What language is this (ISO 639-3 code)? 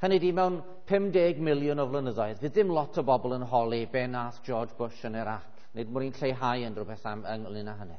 cym